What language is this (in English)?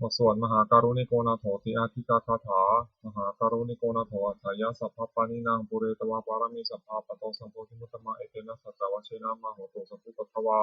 Pali